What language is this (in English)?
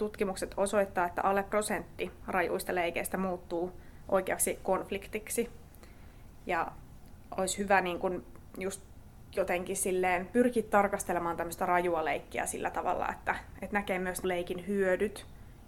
Finnish